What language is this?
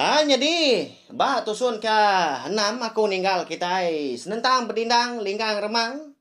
Iban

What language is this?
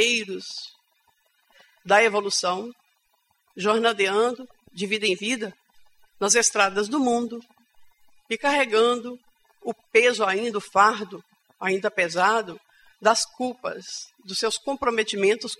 Portuguese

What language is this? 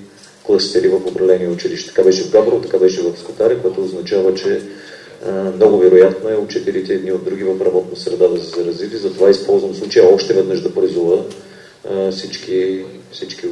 Bulgarian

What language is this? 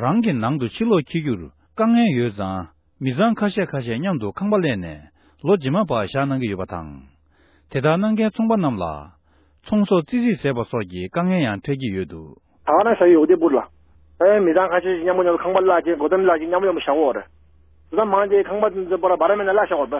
Tibetan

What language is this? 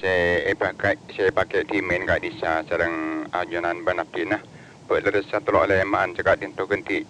Madurese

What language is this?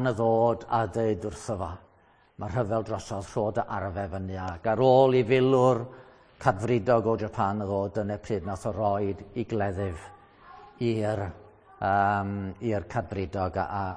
Welsh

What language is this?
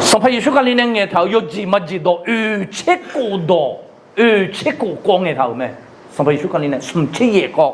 Akha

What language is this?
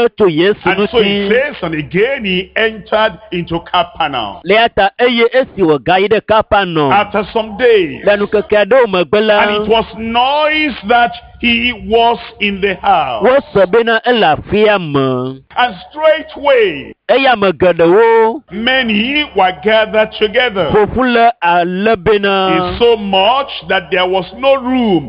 Ewe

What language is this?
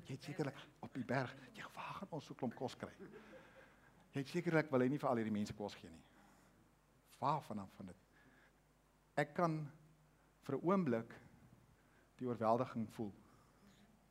Afrikaans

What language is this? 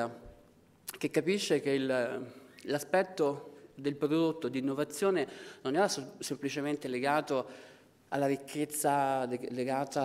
Italian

